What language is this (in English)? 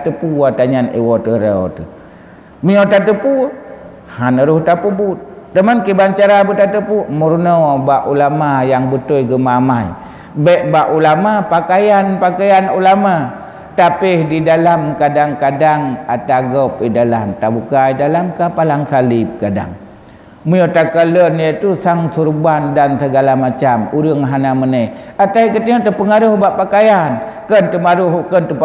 Achinese